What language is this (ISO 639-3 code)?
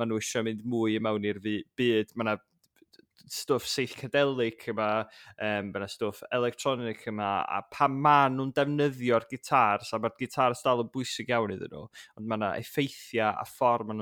cym